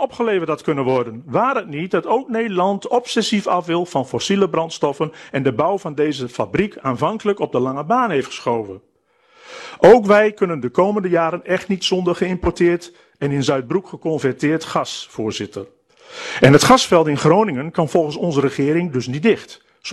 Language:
Dutch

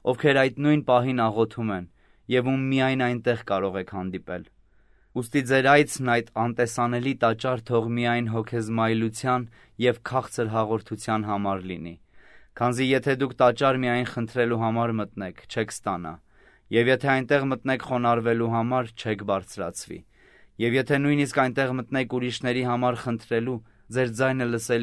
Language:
Armenian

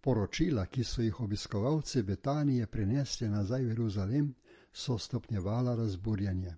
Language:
Slovenian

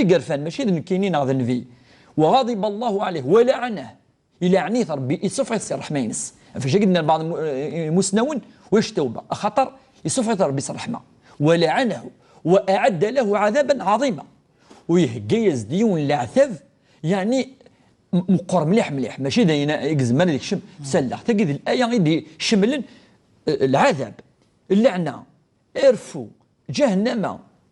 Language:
Kabyle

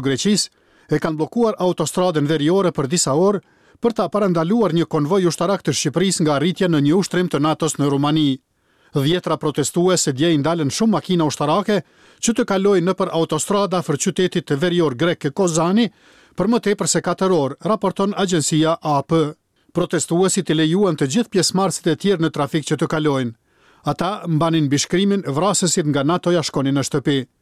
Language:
Albanian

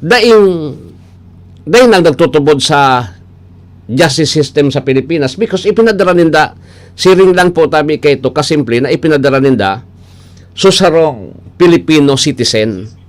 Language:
Bikol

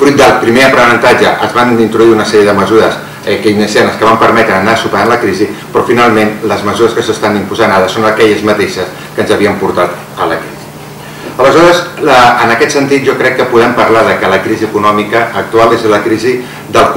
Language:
Catalan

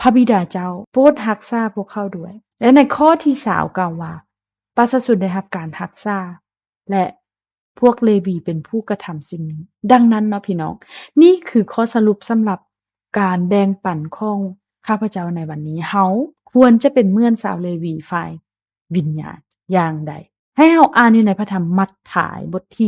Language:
Lao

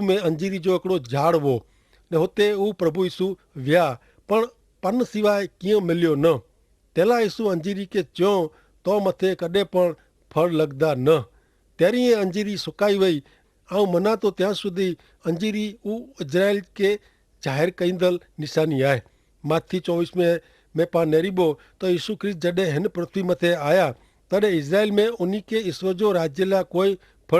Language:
Kachhi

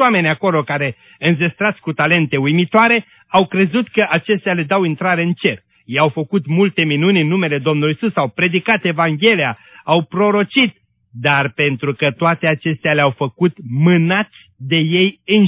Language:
Romanian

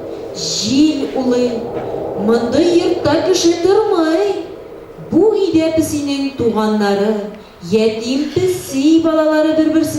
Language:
Tatar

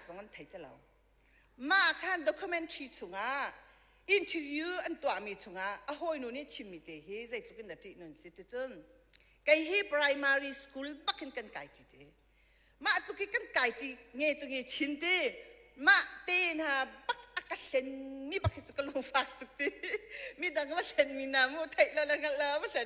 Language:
Hakha Chin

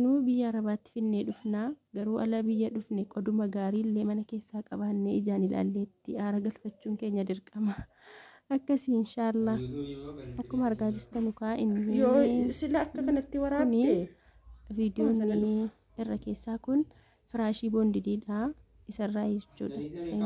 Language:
Oromo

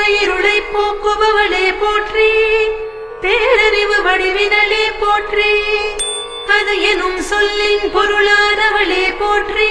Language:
Tamil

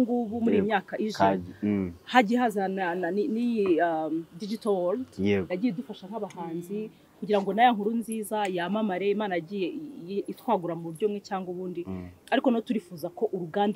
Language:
Kinyarwanda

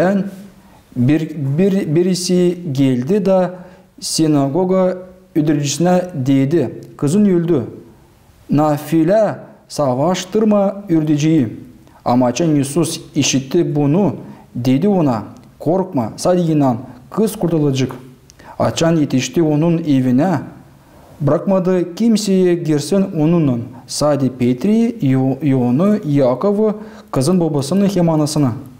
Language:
Gagauz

